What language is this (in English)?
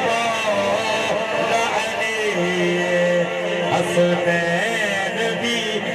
Saraiki